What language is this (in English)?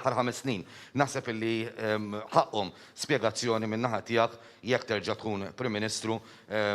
Maltese